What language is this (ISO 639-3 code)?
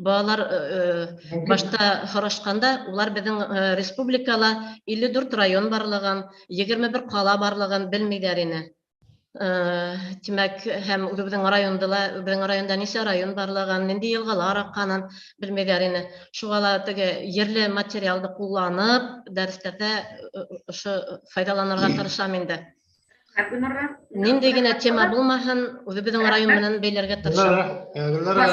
bak